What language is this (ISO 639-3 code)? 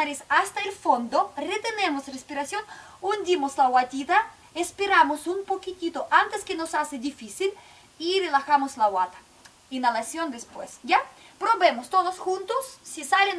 spa